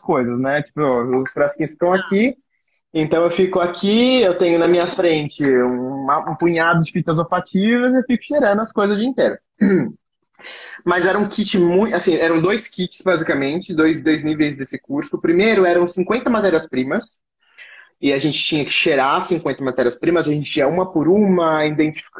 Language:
Portuguese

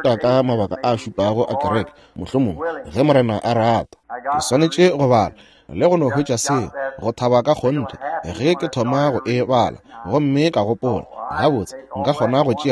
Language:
Northern Sotho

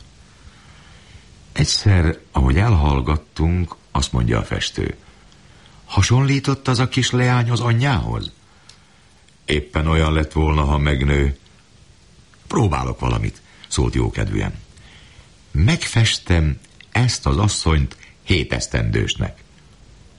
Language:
Hungarian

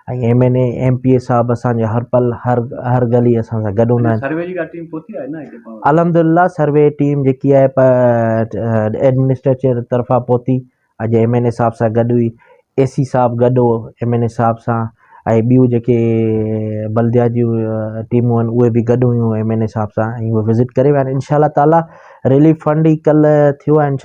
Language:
Sindhi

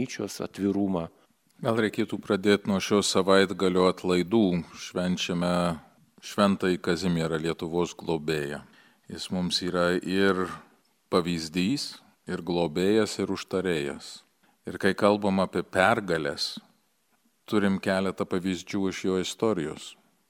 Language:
Lithuanian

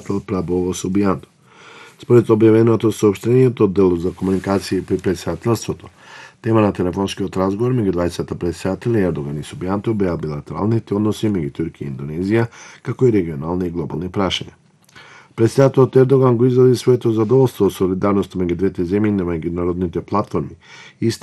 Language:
Macedonian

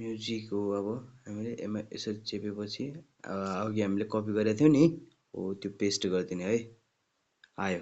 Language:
Nepali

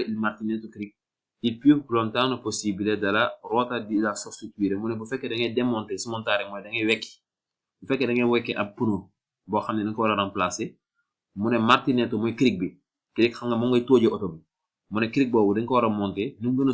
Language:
Wolof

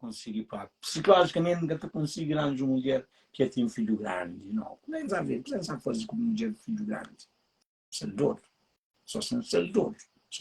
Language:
Kabuverdianu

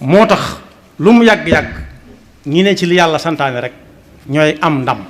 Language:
Wolof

